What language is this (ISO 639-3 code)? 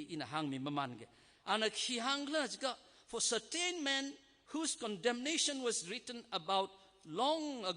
nmf